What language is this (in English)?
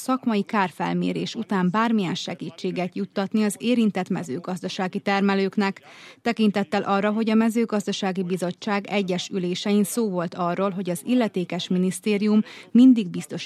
Hungarian